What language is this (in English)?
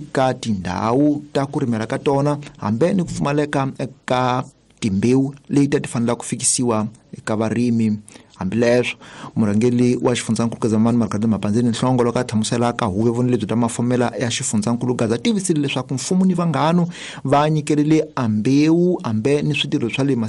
Tsonga